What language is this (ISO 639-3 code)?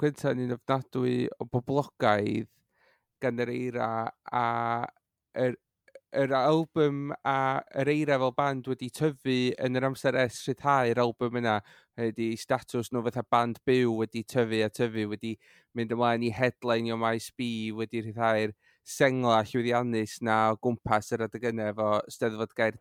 cym